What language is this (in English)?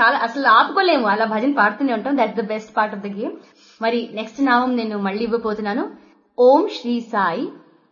Telugu